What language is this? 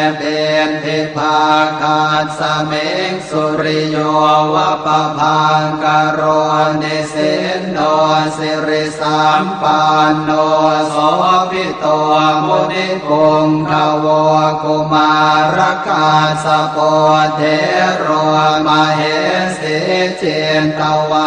Pali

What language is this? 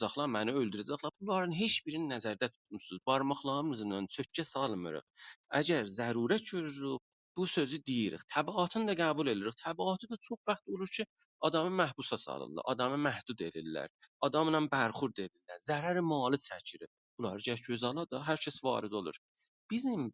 South Azerbaijani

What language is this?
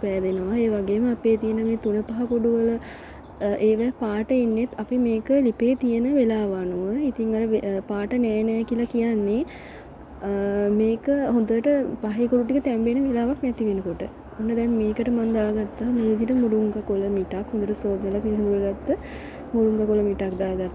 Sinhala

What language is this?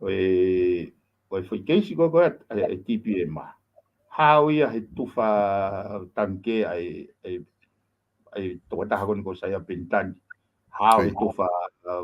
Tongan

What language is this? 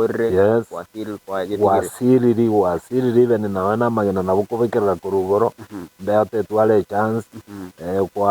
Gusii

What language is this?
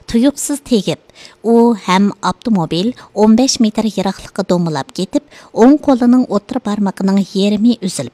Uyghur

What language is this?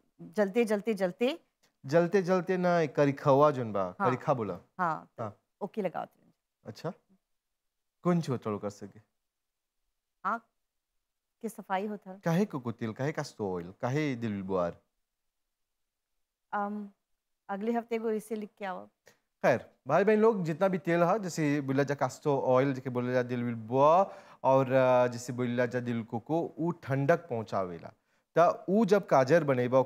Bhojpuri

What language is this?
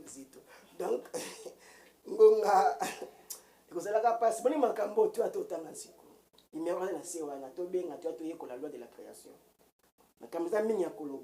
Lingala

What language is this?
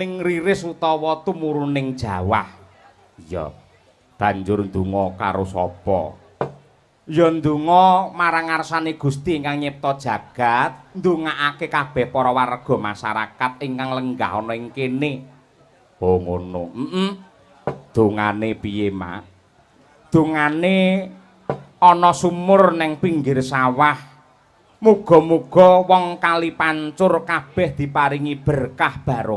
Javanese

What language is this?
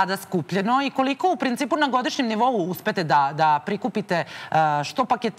Serbian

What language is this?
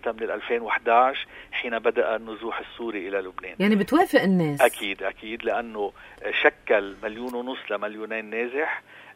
North Levantine Arabic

